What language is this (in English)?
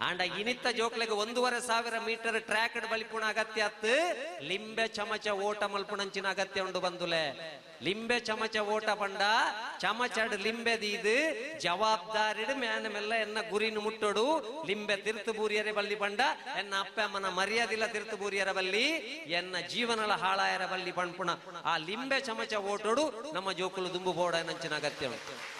Tulu